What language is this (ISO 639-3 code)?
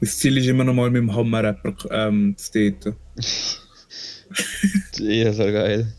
gsw